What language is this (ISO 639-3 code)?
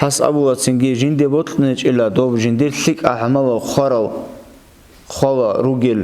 ava